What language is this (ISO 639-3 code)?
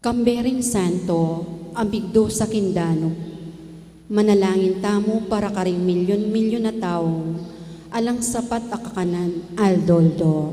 pam